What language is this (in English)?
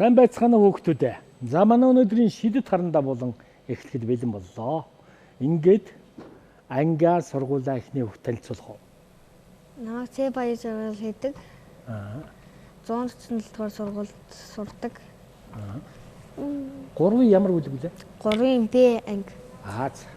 Mongolian